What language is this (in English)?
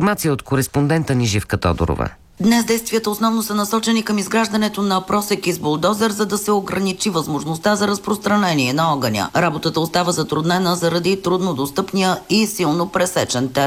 Bulgarian